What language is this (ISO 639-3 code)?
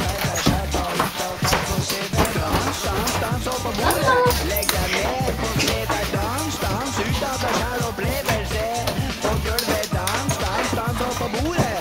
nor